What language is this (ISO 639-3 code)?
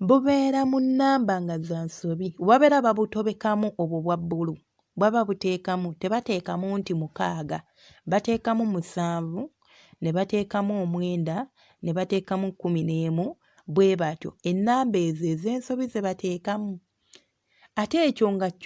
lug